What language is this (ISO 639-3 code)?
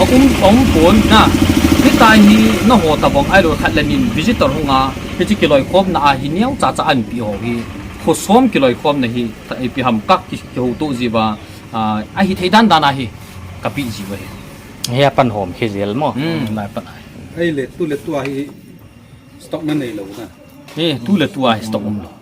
pck